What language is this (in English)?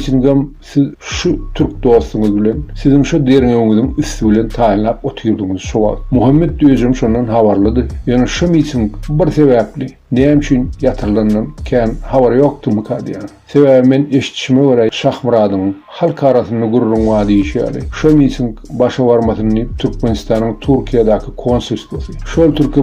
Turkmen